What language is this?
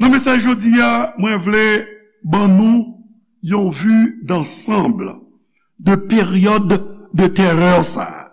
Haitian Creole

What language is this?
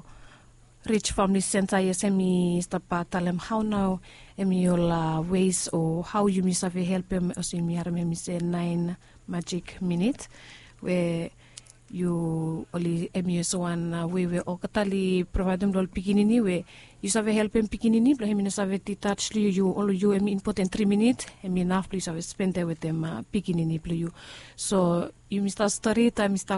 Bislama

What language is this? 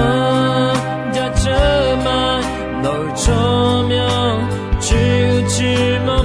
Akha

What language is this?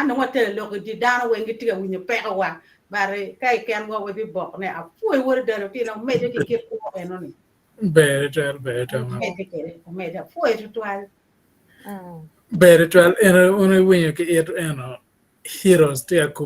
Acoli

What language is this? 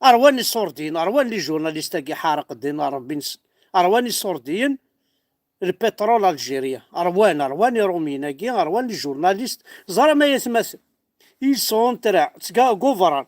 Kabyle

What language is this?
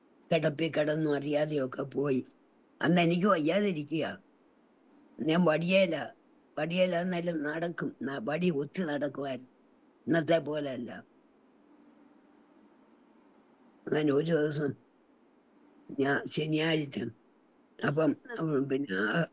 Malayalam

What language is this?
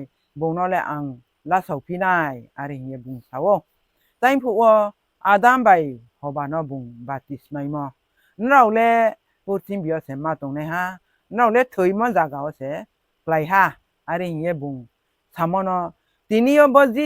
Riang (India)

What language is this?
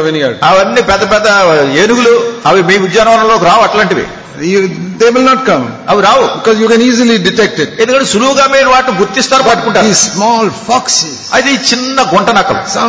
Telugu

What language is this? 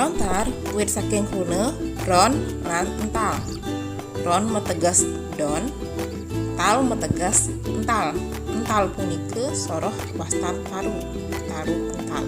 Balinese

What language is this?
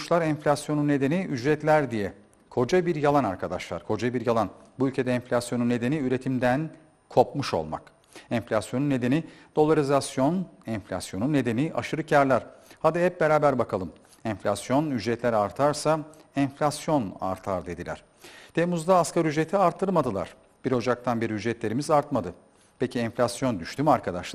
Turkish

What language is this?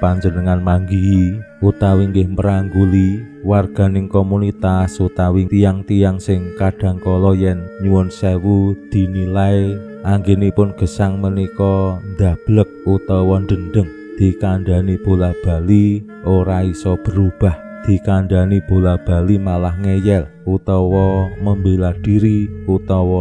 Javanese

